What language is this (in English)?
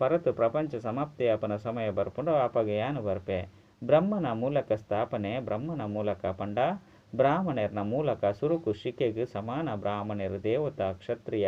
Tulu